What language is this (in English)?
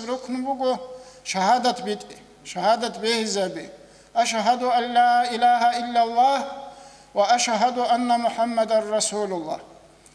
Avaric